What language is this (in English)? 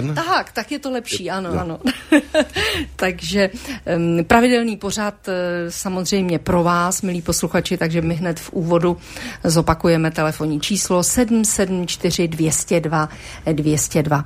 Czech